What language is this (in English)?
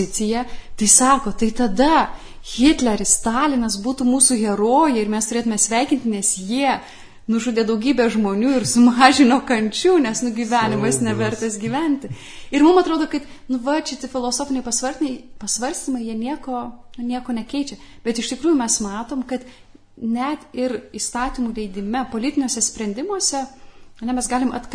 Lithuanian